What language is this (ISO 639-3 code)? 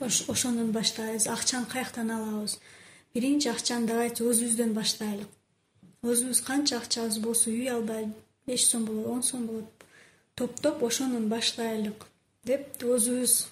kir